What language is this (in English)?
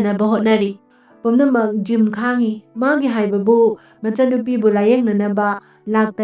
Manipuri